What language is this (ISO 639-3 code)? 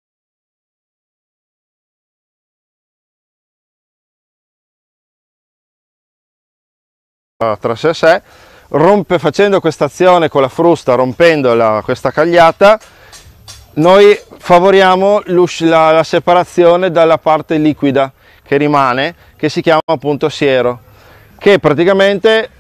ita